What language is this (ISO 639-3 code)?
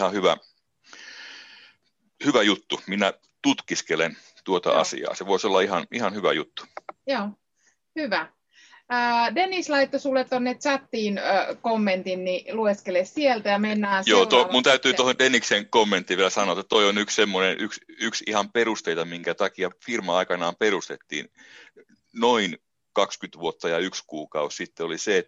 fin